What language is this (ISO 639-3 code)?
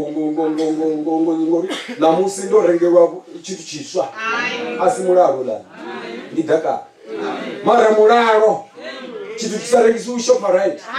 ven